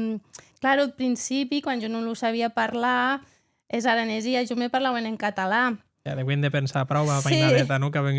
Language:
Occitan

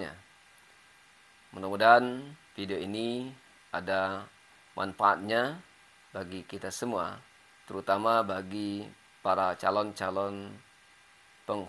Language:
Indonesian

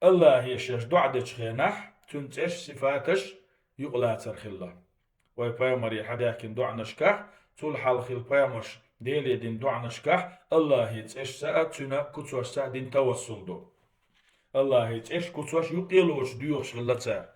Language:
Chechen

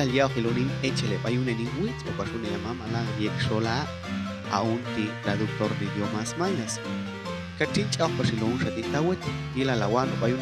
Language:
Popti'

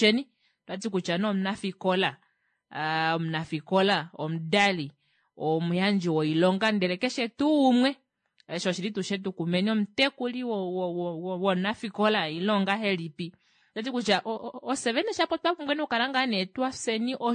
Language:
Kuanyama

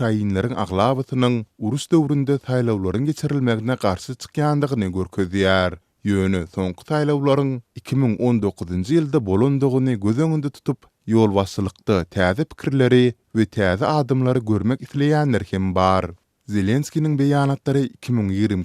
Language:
Turkmen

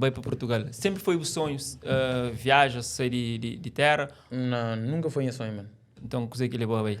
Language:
Kabuverdianu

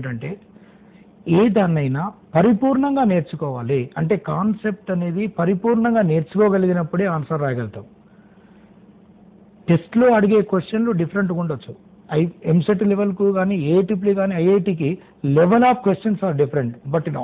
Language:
Telugu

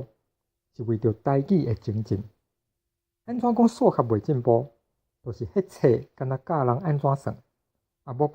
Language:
Min Nan Chinese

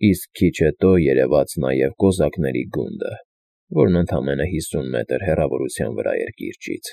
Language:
Armenian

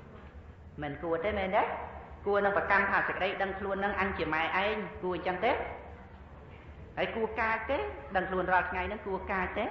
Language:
Khmer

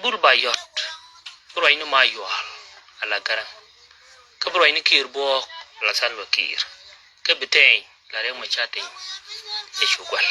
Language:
Nuer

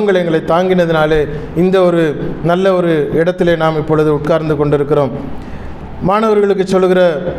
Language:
Tamil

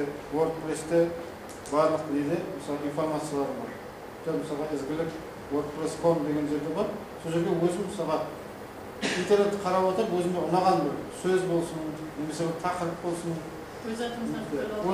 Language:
Kazakh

